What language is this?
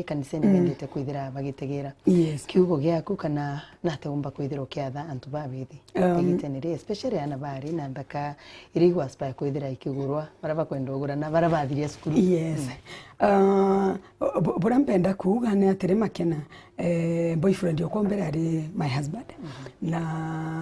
Meru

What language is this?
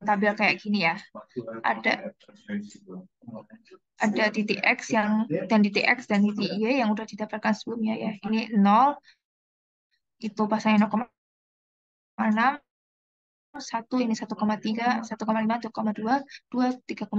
Indonesian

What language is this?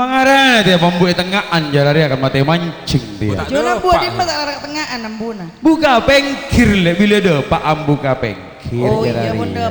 Madurese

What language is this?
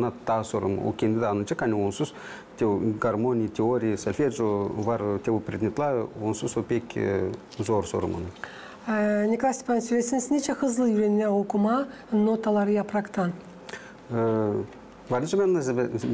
Gagauz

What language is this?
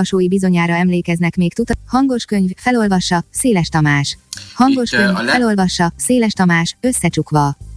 Hungarian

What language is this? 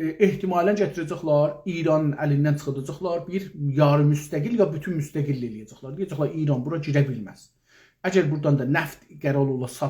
South Azerbaijani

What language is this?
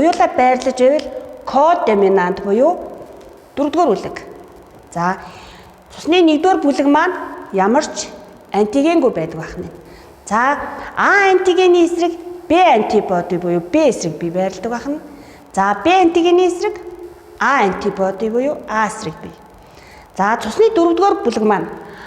Mongolian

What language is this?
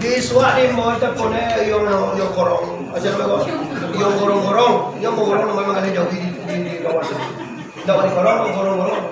Minangkabau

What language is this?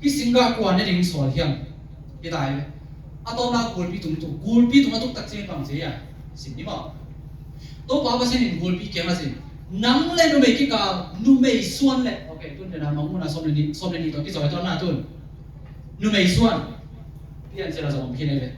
Tedim Chin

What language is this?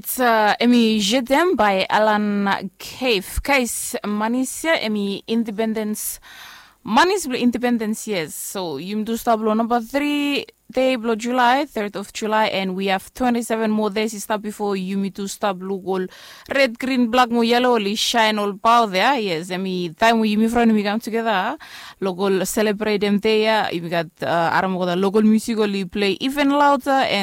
Bislama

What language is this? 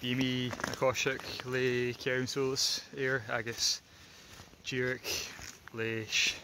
Scottish Gaelic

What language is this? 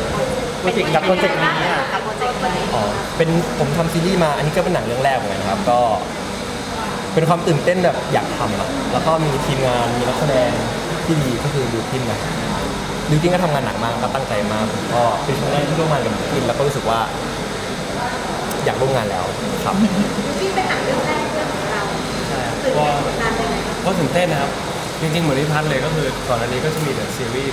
Thai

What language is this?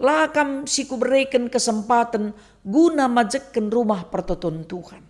Batak Karo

